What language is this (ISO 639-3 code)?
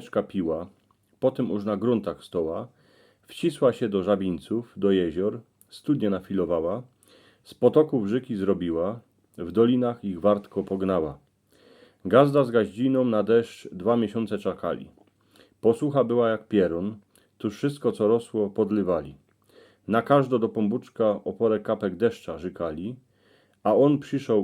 szl